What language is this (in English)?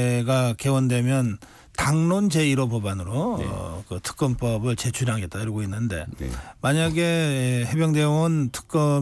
Korean